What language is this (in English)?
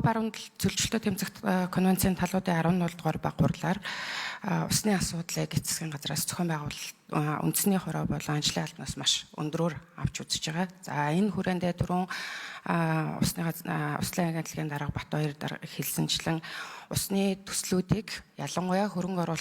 Mongolian